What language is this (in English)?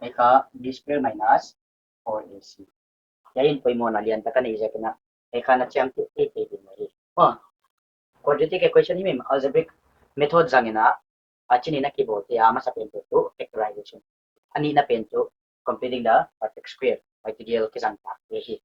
Paite Chin